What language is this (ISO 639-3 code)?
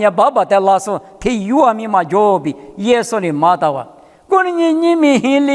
lis